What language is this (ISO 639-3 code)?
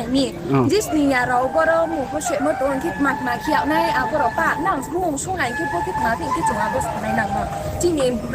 ria